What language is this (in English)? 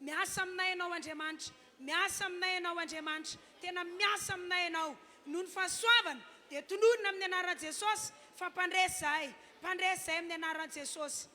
Malagasy